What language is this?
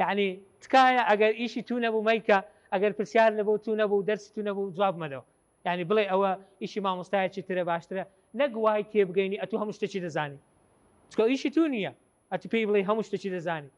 Central Kurdish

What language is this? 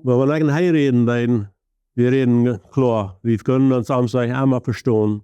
Plautdietsch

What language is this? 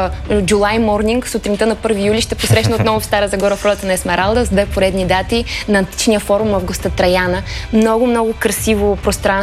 Bulgarian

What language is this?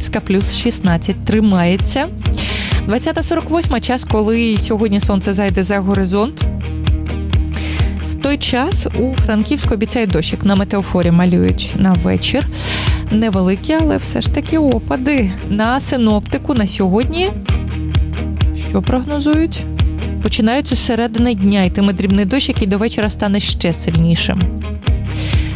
Ukrainian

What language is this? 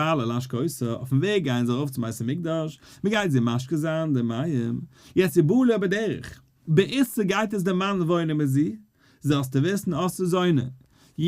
Yiddish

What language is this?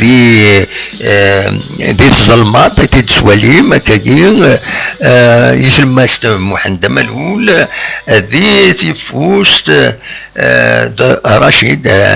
Kabyle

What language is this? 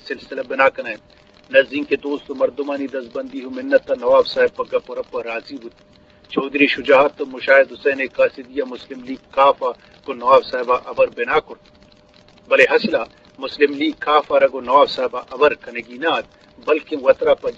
Eastern Balochi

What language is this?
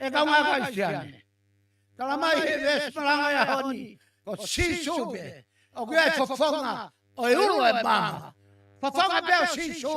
Tongan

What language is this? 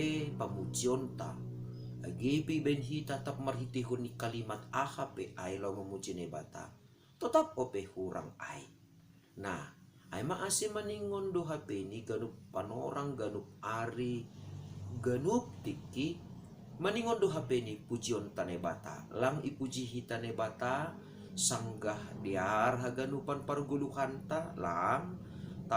Batak Simalungun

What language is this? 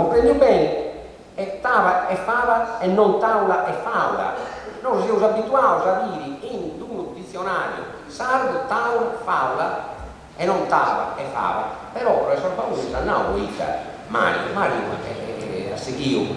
Sardinian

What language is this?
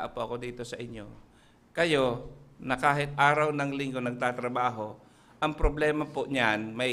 Filipino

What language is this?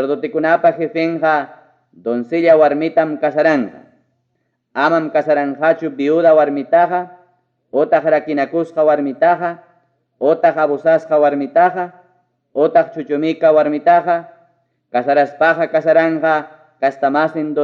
Ayacucho Quechua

